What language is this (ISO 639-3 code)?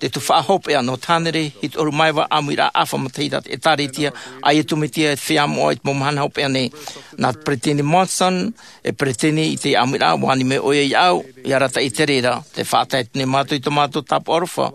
tah